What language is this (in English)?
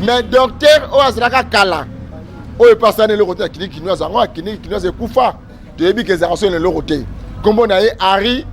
Lingala